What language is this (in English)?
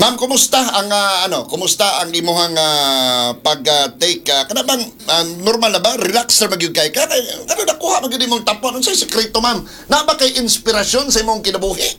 Cebuano